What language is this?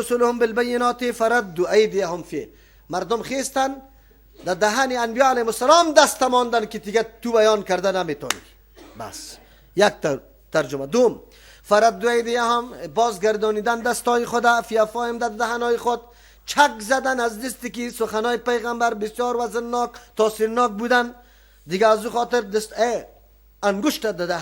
Persian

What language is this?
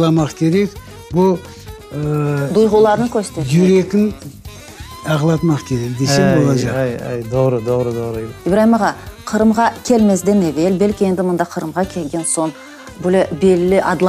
Crimean Tatar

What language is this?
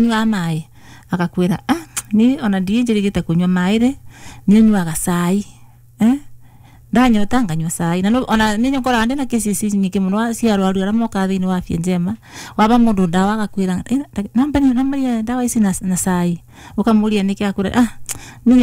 Kikuyu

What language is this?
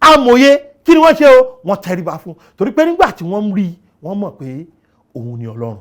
Yoruba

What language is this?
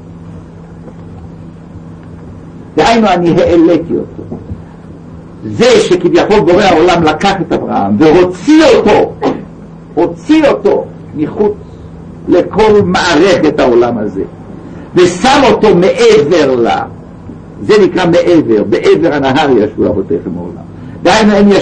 Hebrew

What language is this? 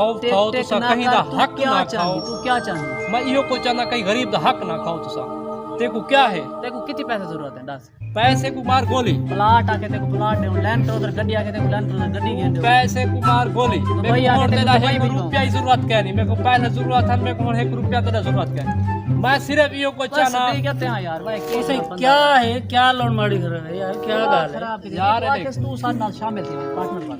Saraiki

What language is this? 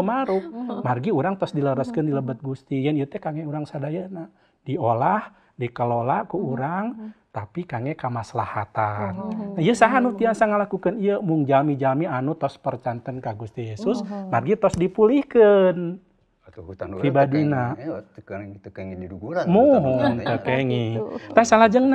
Sundanese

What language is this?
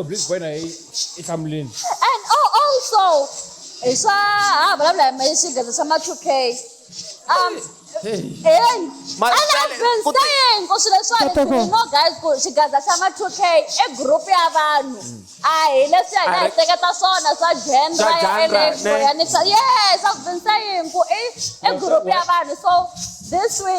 Tsonga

